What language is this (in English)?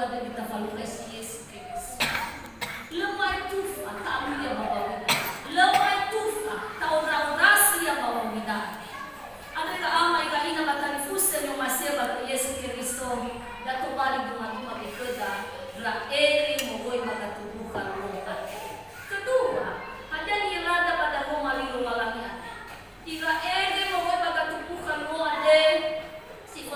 Nias